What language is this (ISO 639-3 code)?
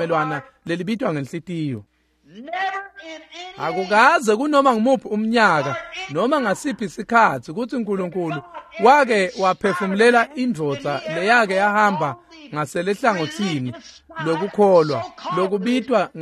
ssw